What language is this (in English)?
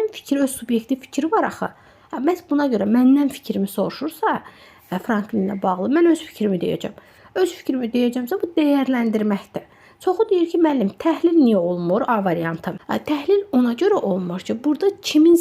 Azerbaijani